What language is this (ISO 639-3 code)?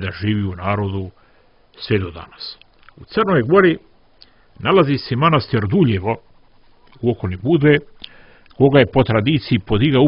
srp